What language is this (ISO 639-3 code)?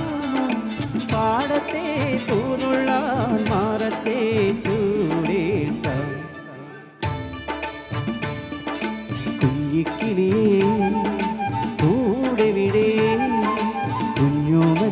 mal